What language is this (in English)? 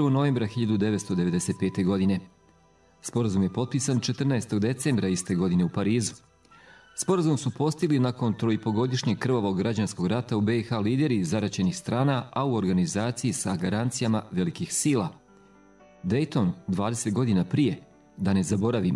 Bosnian